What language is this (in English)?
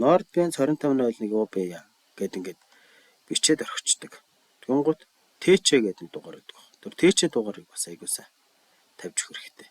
Mongolian